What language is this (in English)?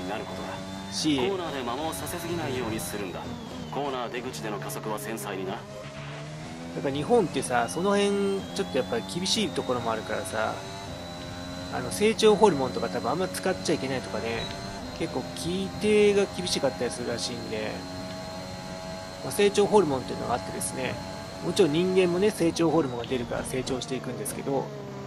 Japanese